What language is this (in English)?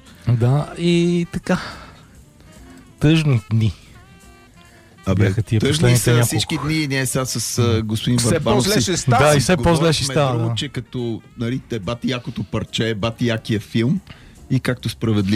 Bulgarian